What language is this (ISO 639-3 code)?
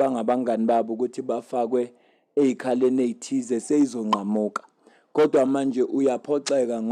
zul